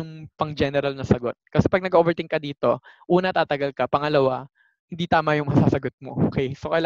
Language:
Filipino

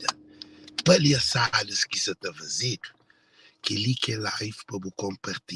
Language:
Kabuverdianu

